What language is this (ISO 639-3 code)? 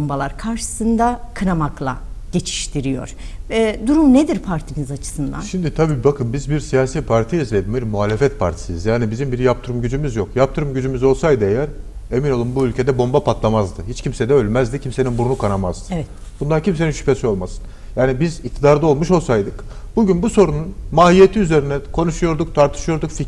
tur